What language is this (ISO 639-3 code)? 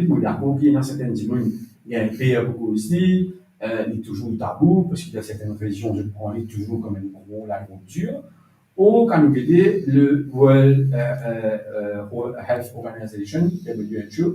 mfe